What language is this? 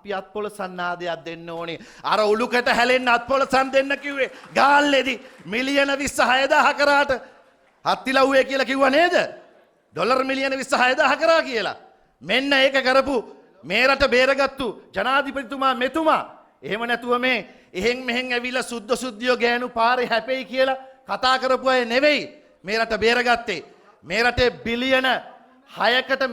Sinhala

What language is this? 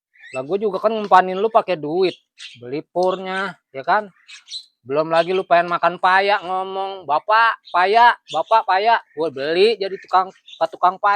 Betawi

